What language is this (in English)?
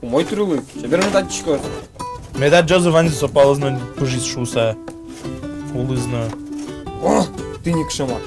Udmurt